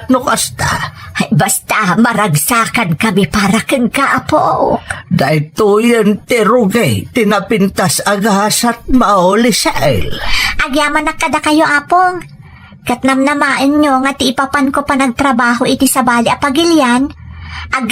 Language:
Iloko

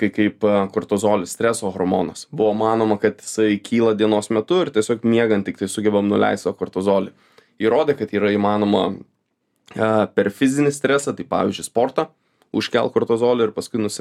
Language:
Lithuanian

